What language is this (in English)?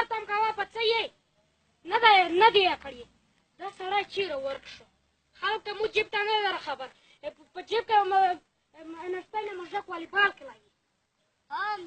Pashto